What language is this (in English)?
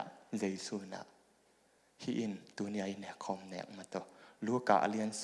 Tedim Chin